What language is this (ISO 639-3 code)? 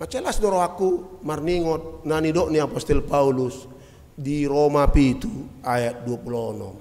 bbc